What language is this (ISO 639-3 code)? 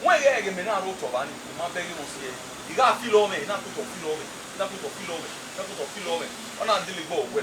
bin